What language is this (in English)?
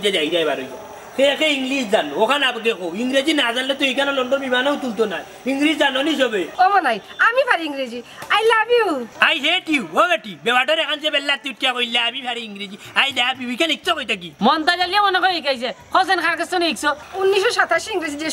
Sylheti